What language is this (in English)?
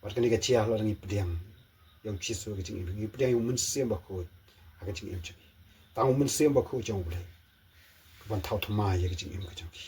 Khasi